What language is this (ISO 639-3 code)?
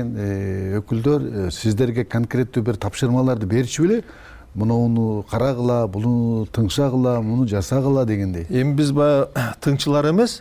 kir